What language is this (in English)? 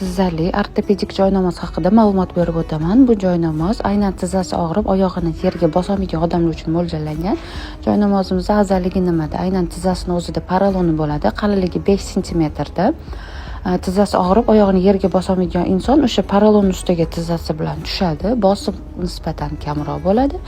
Uzbek